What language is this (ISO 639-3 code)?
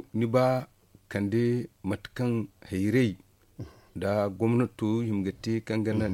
dje